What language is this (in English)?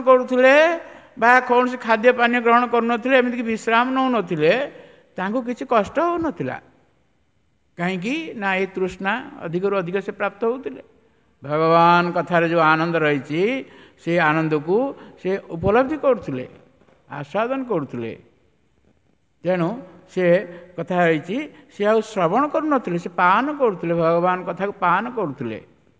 Odia